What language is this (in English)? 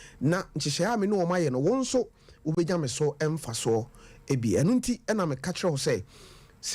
Akan